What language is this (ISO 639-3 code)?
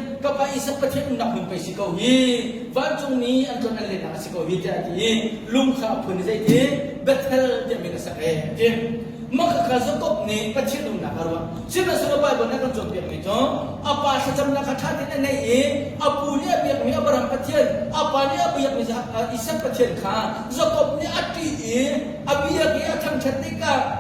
cnh